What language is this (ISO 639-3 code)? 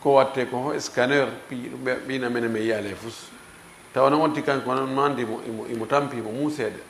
ful